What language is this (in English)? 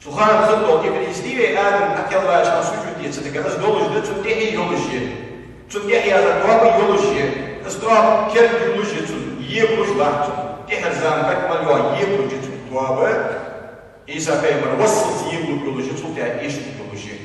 Ingush